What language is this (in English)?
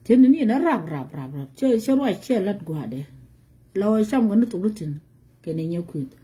Nuer